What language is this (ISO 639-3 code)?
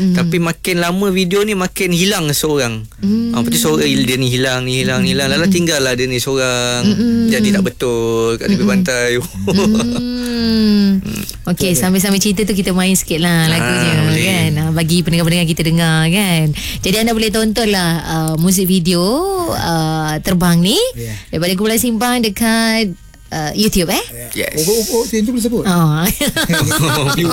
msa